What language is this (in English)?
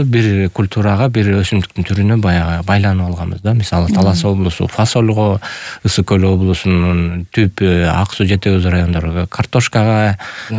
Kyrgyz